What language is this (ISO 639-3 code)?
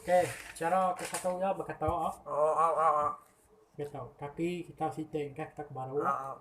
iba